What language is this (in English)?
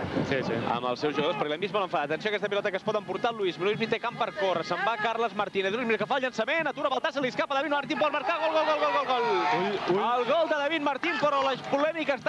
Catalan